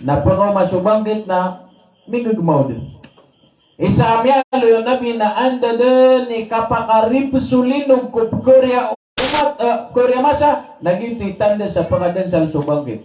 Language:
Maranao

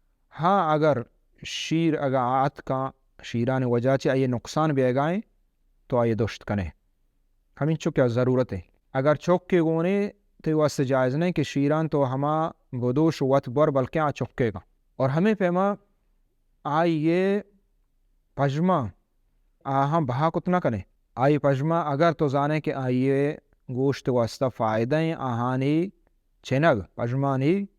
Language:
Baluchi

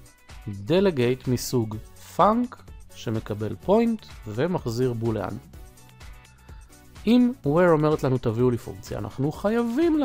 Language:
Hebrew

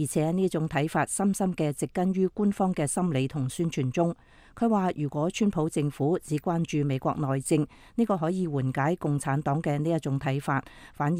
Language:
Cantonese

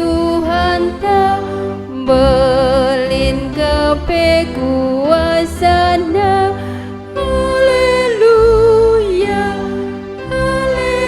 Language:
Batak Karo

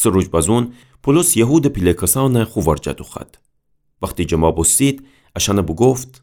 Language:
Gilaki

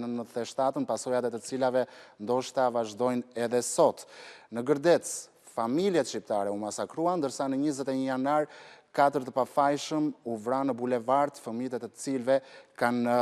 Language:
Albanian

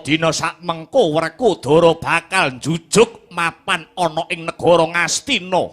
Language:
Javanese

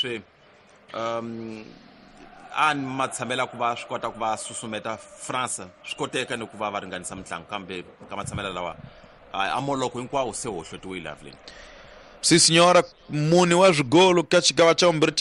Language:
Tsonga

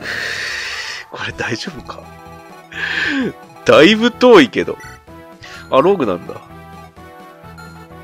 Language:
Japanese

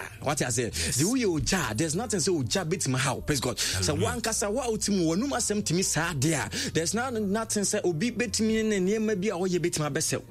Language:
Akan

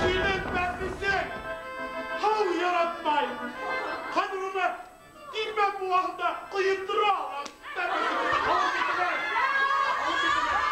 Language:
Bashkir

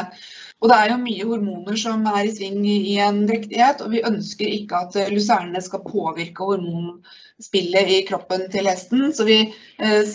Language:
Norwegian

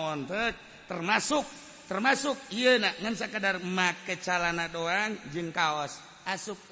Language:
Sundanese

